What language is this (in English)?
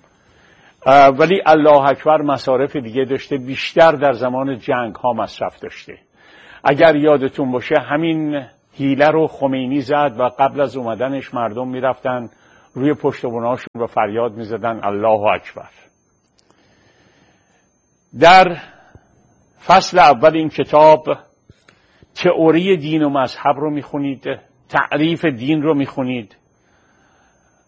Persian